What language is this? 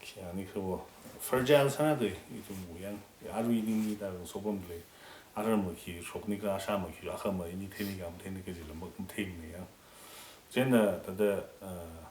Tangkhul Naga (India)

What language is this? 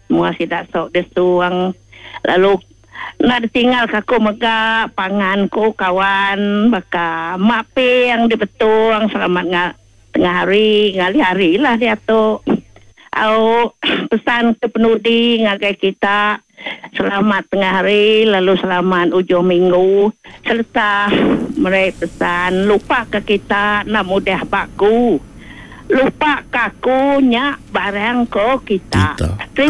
Iban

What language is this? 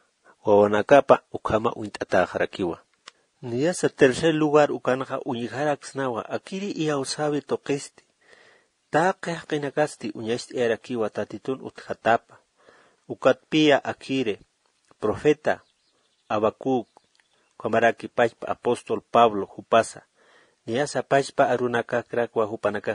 Aymara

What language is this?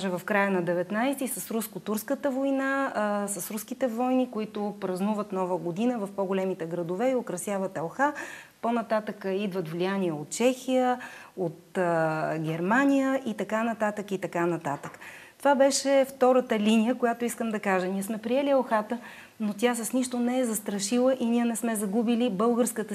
Bulgarian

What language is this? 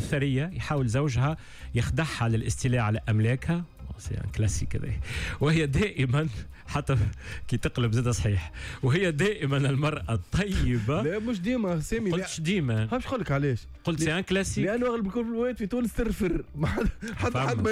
Tunisian Arabic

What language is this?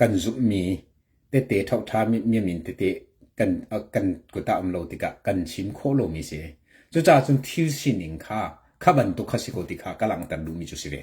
Hakha Chin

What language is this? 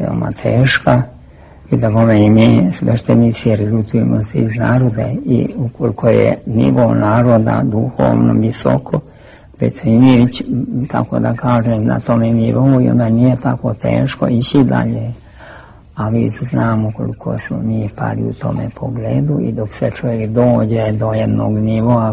Serbian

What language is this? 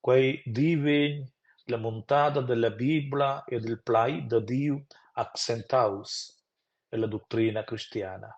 Romansh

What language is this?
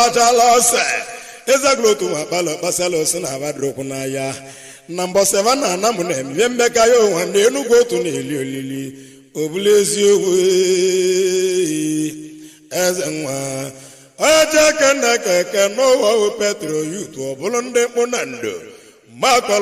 Igbo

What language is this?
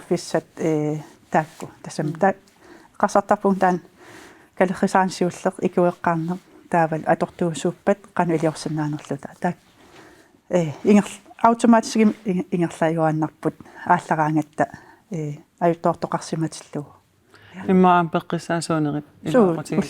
Kalaallisut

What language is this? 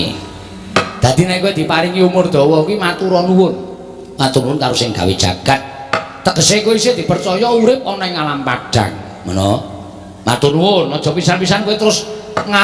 Javanese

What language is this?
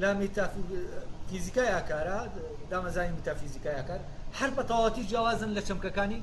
Central Kurdish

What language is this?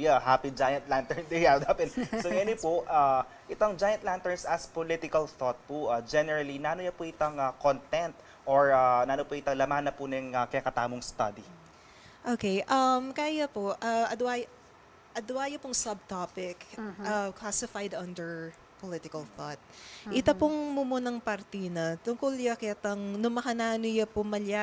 Pampanga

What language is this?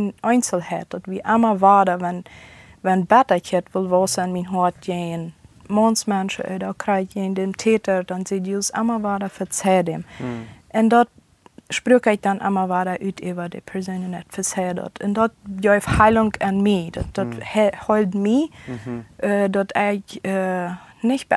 Plautdietsch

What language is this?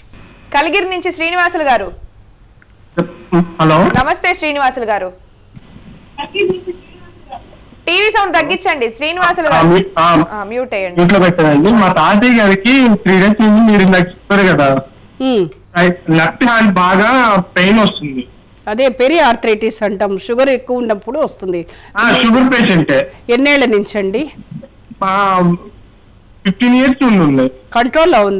Telugu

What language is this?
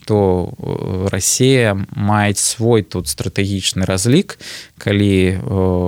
Belarusian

